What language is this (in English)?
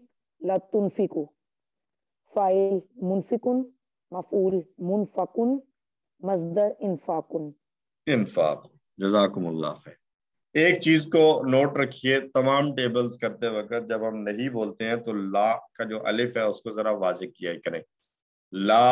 Urdu